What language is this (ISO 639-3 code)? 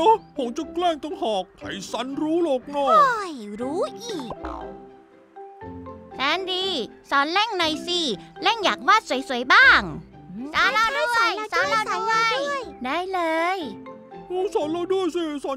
tha